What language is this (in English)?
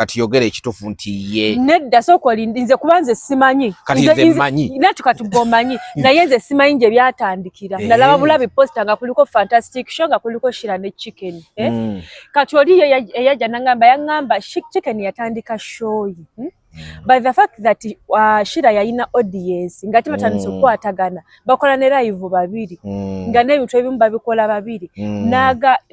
Ganda